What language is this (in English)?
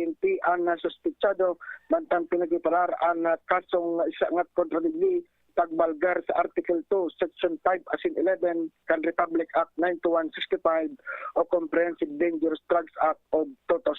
Bikol